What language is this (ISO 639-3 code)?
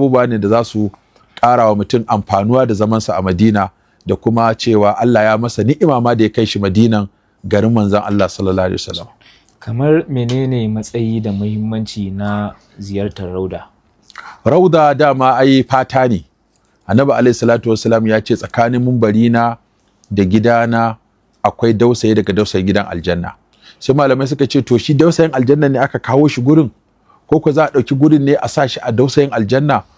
hau